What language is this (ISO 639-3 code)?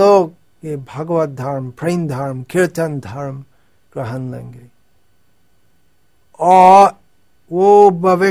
hin